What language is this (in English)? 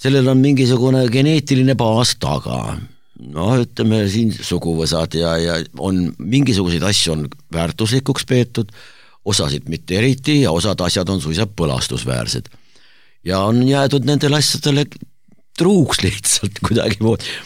Estonian